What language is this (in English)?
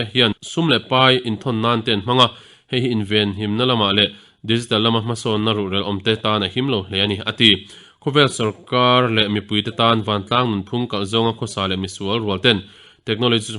Mizo